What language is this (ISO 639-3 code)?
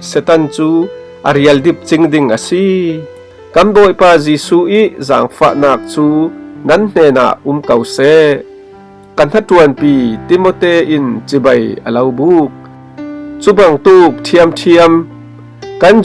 cfm